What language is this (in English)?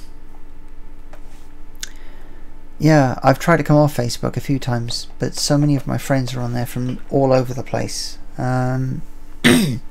English